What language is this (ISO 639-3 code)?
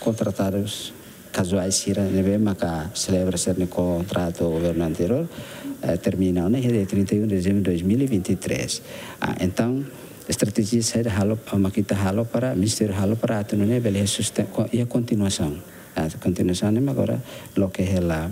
tet